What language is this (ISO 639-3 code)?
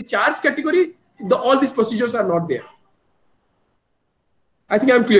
eng